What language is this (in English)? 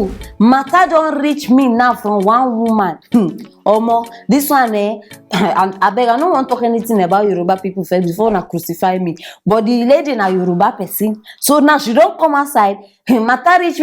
Nigerian Pidgin